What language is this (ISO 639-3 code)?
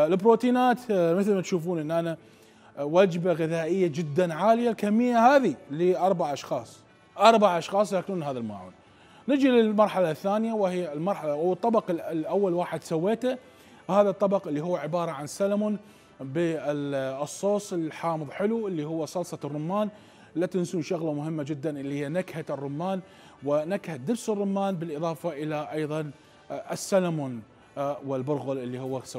acm